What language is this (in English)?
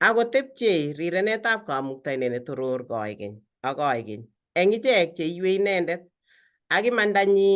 Kalenjin